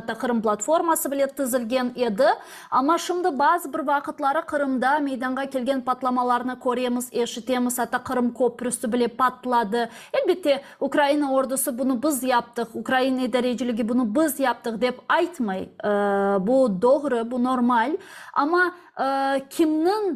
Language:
Crimean Tatar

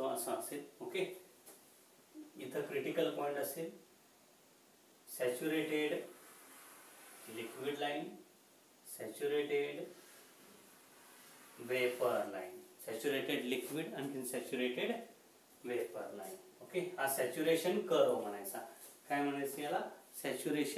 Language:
Marathi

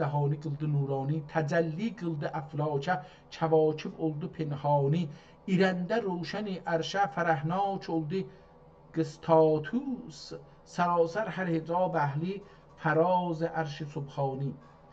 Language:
South Azerbaijani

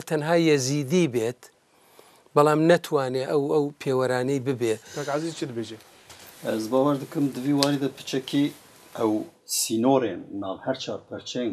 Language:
Kurdish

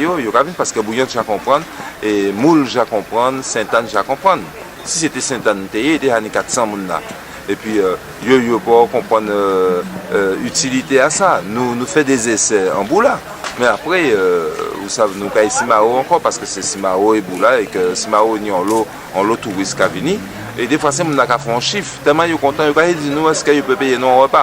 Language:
Guadeloupean Creole French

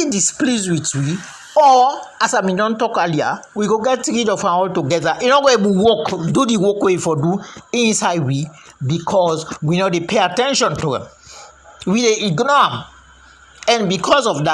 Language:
Krio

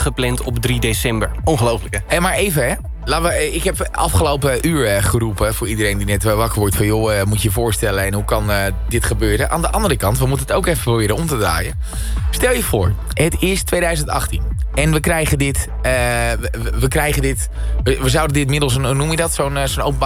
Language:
Dutch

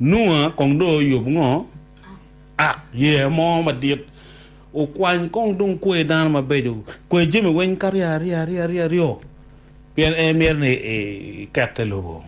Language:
Acoli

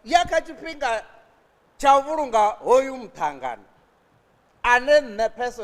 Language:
Venda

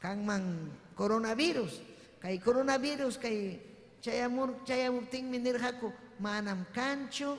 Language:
Ayacucho Quechua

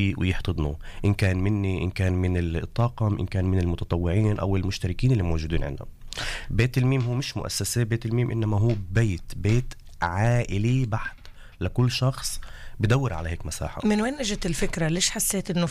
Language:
North Levantine Arabic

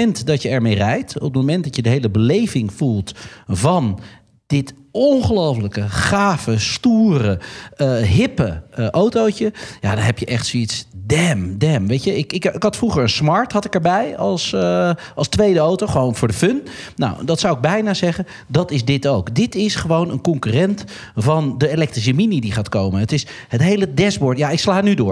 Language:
Dutch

